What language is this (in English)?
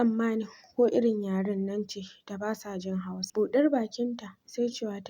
Hausa